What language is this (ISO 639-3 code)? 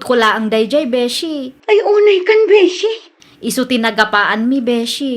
ilo